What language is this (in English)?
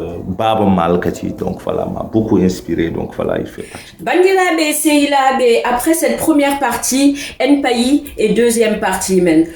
Fula